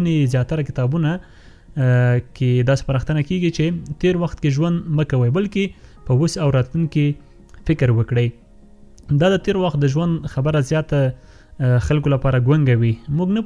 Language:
Pashto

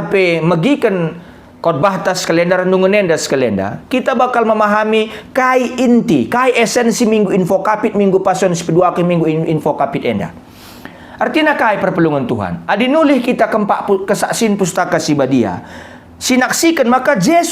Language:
Batak Karo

